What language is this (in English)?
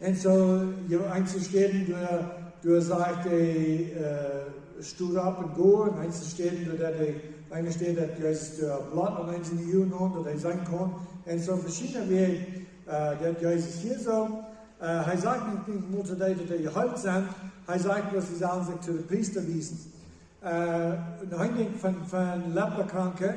Plautdietsch